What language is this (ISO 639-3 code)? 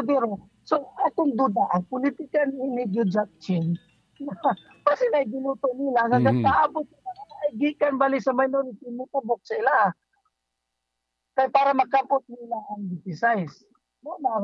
ceb